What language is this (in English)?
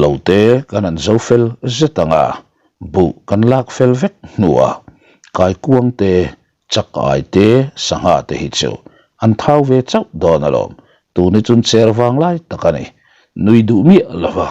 Mizo